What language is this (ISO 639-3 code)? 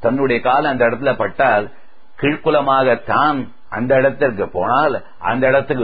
tam